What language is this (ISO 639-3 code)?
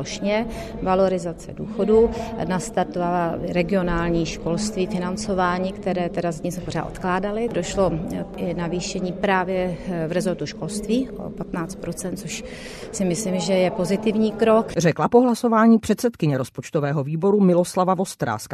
ces